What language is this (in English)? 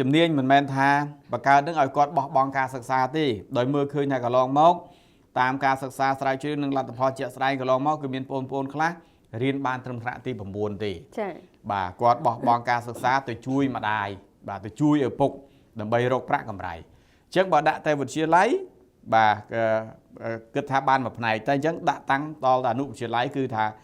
Khmer